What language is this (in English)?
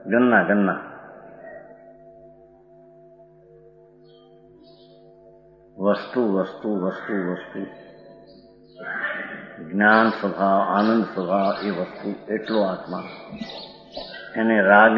Gujarati